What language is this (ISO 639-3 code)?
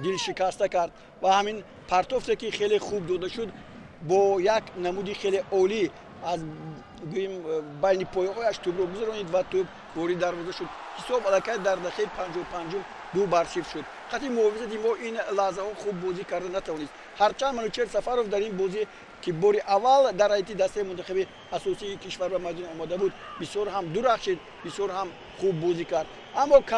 tgk